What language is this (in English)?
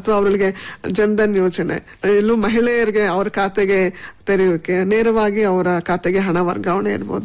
Kannada